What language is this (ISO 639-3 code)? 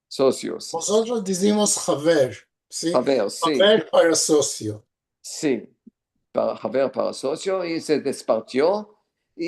lad